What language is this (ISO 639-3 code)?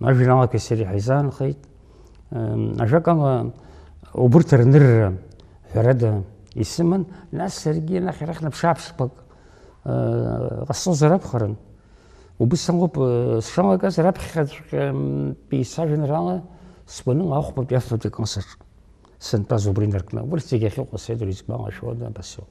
abk